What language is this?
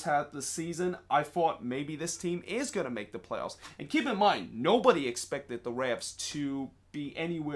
English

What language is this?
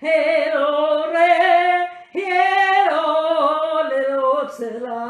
Pohnpeian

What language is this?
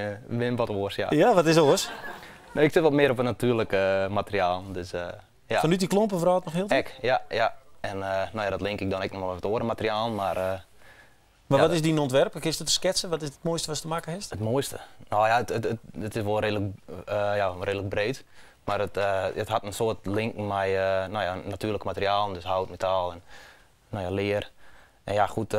Western Frisian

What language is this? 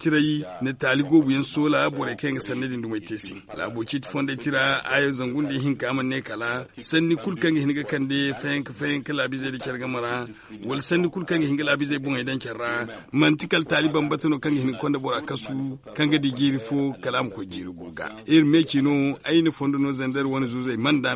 Zarma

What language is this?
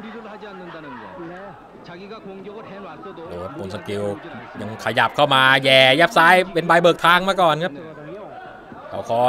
Thai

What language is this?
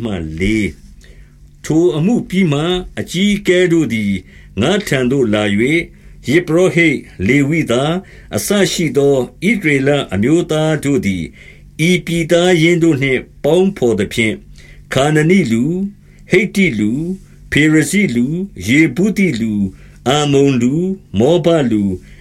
Burmese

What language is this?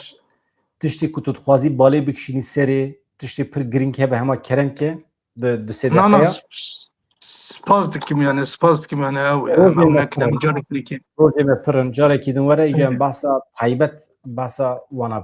Kurdish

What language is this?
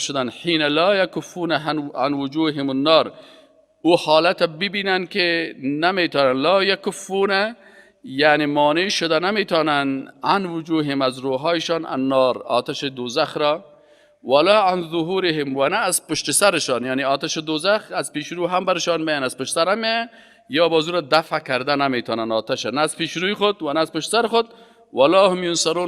Persian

